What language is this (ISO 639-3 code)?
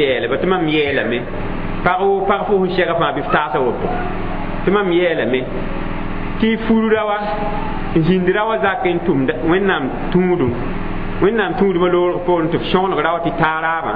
mos